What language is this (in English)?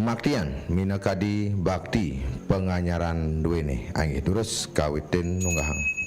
Balinese